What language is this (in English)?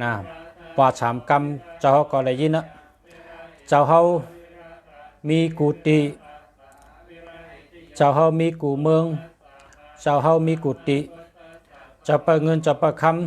Shan